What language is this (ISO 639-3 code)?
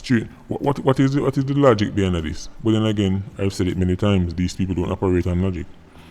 jam